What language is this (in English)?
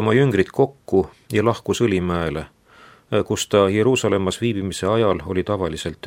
Estonian